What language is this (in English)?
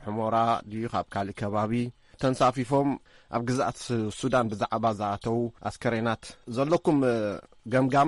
Tigrinya